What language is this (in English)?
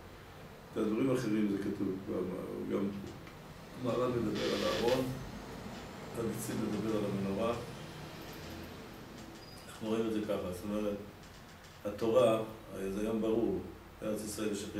Hebrew